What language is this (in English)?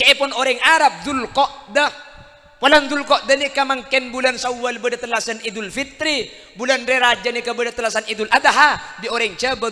Madurese